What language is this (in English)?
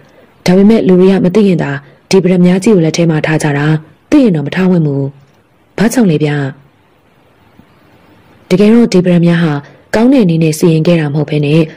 Burmese